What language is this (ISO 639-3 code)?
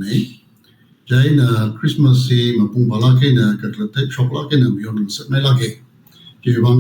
nmf